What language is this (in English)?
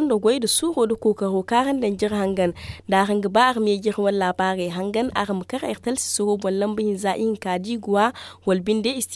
Zarma